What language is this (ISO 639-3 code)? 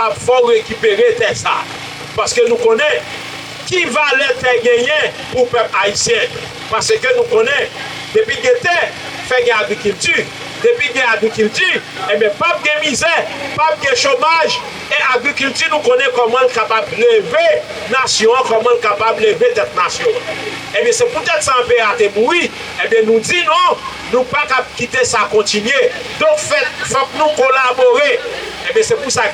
hat